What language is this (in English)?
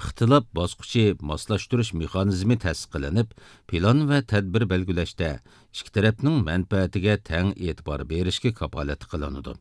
Uyghur